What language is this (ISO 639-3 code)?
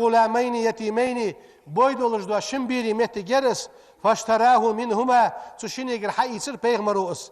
inh